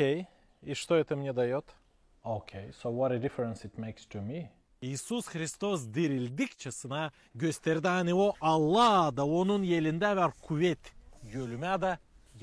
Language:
Gagauz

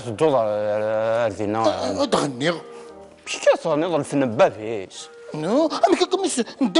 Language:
Kabyle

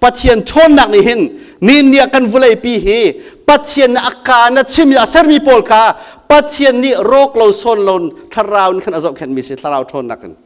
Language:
Hakha Chin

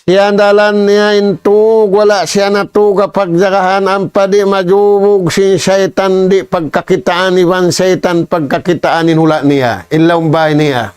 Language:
Tausug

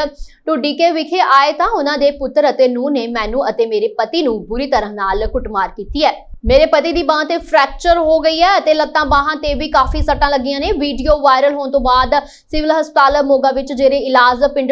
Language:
Punjabi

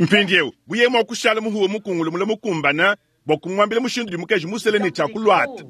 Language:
Luba-Lulua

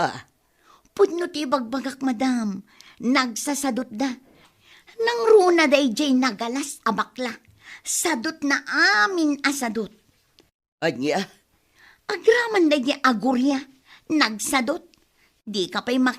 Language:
Iloko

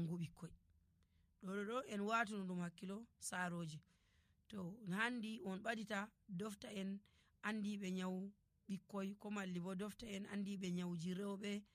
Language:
Nigerian Fulfulde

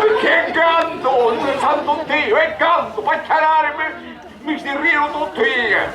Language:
Sicilian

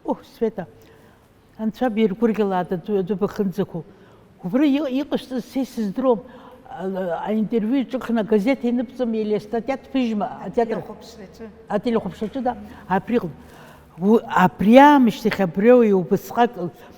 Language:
Abkhazian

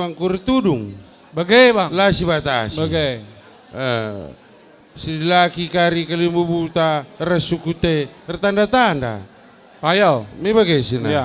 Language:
Batak Karo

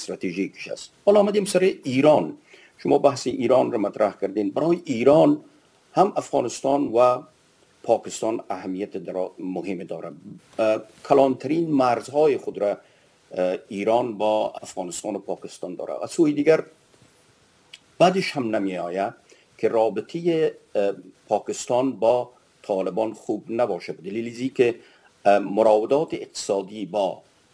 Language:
Persian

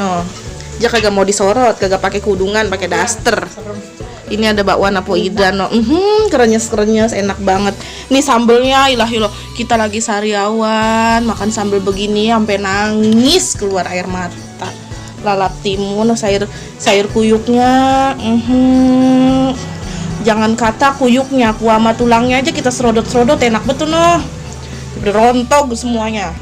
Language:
Betawi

